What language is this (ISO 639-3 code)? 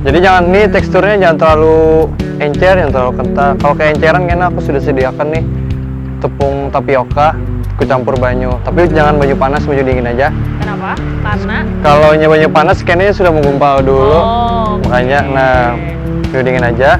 bjn